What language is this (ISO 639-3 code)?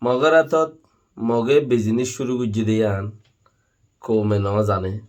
rhg